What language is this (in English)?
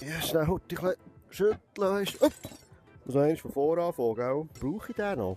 Swiss German